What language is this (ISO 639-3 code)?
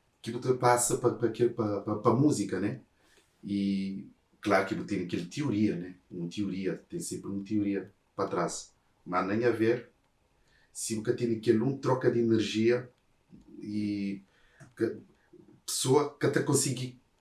kea